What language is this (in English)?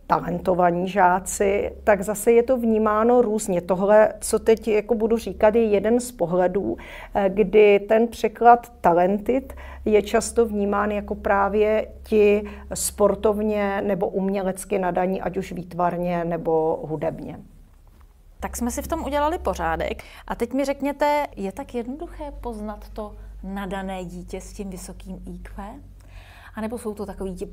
Czech